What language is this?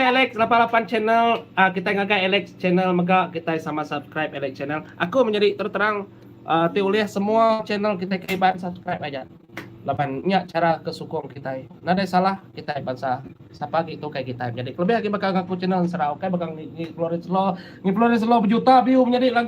Iban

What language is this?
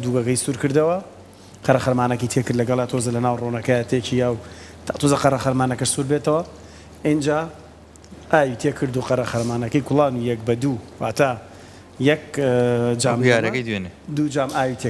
Central Kurdish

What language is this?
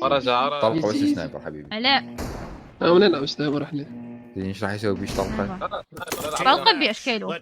Mesopotamian Arabic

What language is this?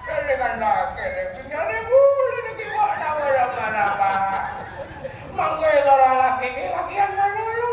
Madurese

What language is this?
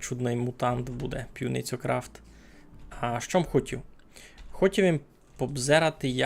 Rusyn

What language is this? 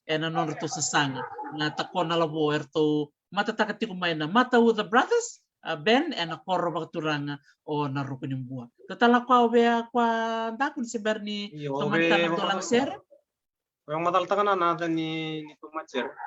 Fijian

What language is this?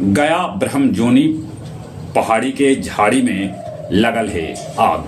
Magahi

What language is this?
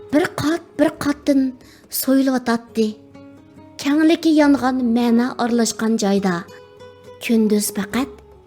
Uyghur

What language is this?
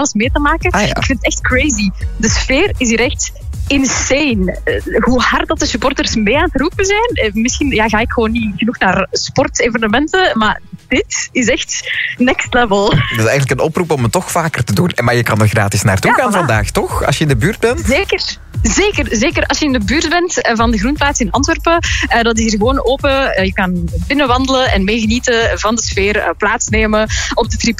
Dutch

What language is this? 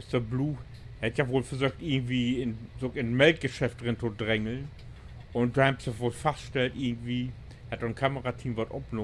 Low German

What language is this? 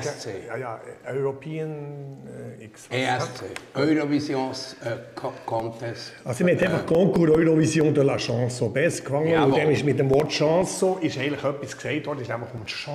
Swiss German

